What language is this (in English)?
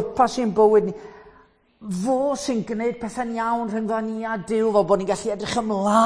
Welsh